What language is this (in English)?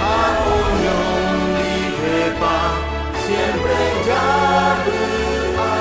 Guarani